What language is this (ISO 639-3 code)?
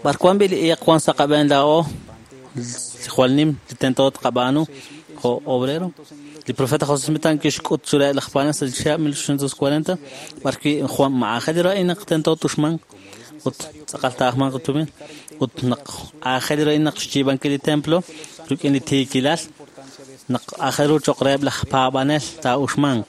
kek